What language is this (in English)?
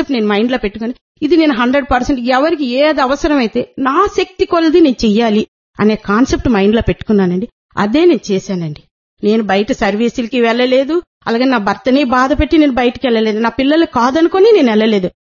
Telugu